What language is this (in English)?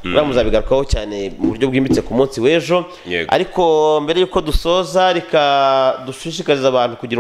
Kinyarwanda